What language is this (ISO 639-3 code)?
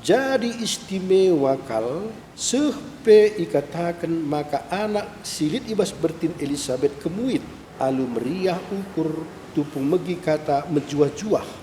btx